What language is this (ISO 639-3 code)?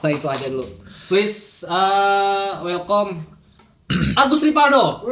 bjn